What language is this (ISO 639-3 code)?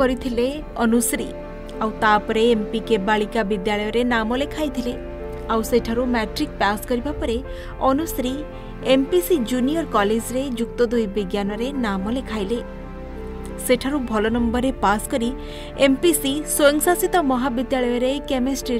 ori